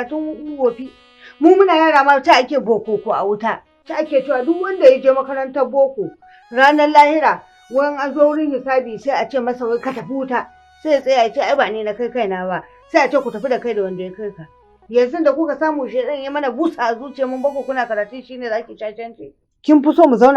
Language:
Hausa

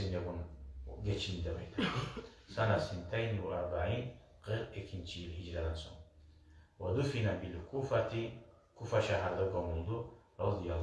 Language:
Kumyk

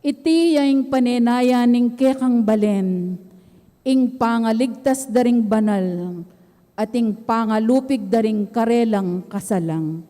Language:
Pampanga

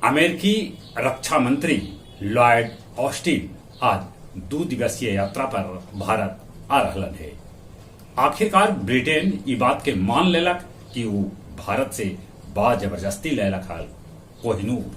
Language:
Magahi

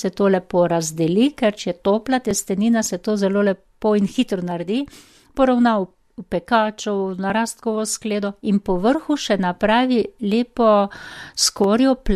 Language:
Slovenian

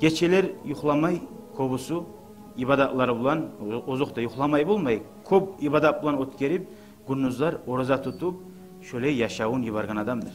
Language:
Kumyk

